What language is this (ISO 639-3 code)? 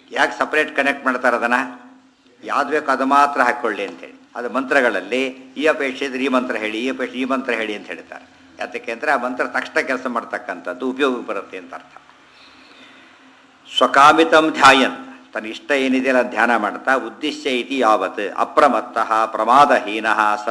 kan